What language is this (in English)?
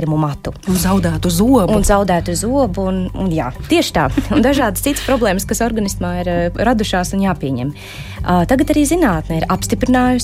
Latvian